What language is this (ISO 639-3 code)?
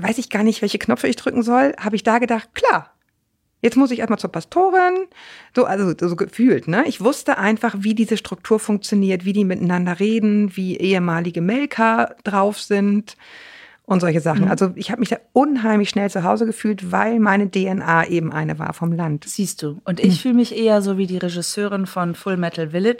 deu